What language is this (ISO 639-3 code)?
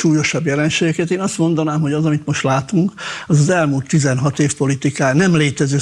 hun